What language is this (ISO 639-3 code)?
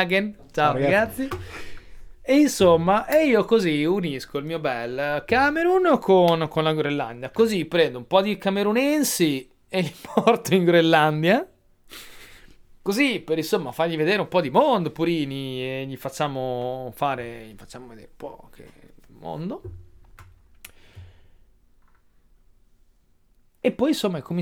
ita